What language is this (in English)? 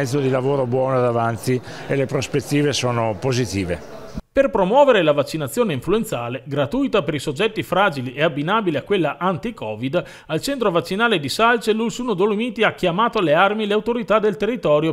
Italian